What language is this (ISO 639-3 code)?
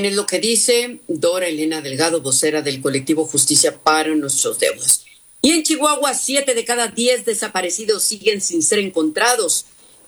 spa